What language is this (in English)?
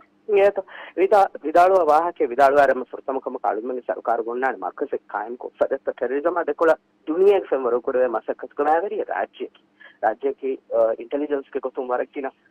Divehi